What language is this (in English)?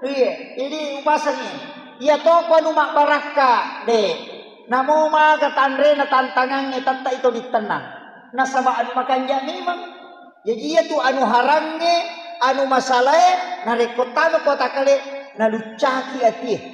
Buginese